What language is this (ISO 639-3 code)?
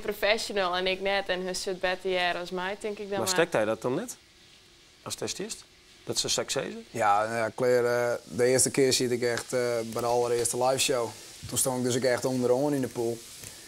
fry